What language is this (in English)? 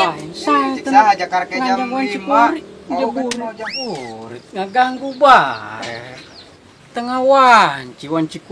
Sundanese